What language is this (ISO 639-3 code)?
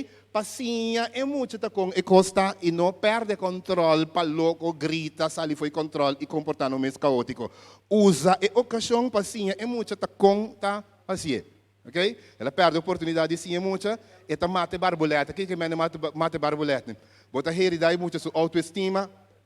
pap